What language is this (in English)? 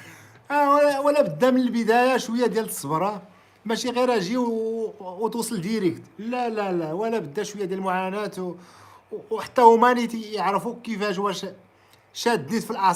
Moroccan Arabic